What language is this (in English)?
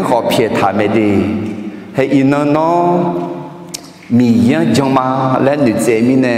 Akha